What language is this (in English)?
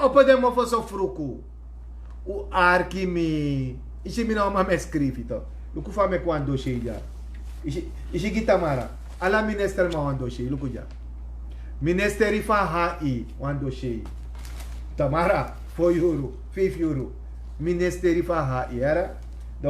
Sranan Tongo